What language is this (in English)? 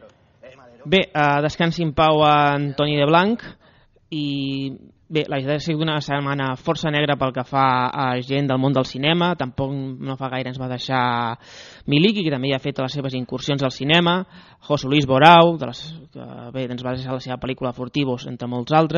Catalan